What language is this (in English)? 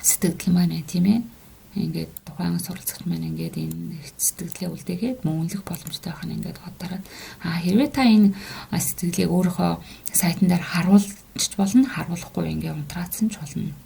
Mongolian